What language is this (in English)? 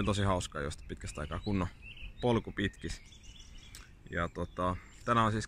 Finnish